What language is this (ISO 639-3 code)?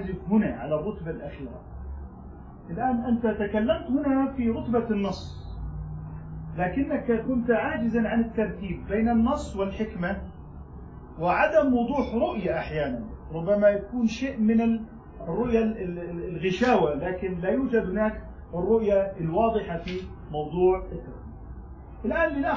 ara